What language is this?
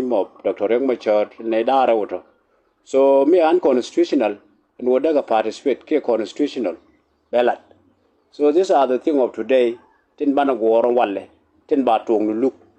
Nuer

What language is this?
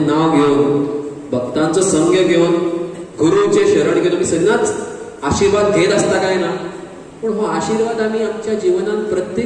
Konkani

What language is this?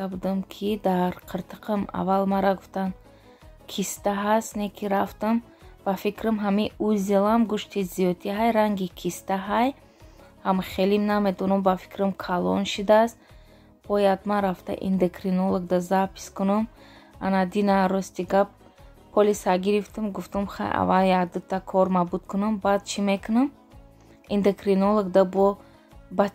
Tajik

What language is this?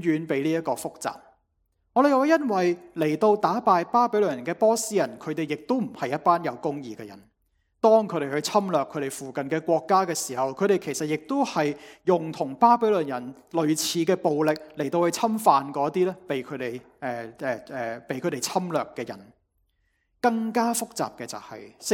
Cantonese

